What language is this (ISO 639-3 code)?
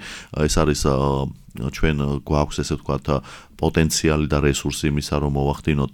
kat